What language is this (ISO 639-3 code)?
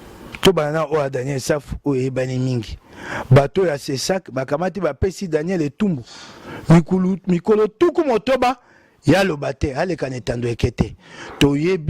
lin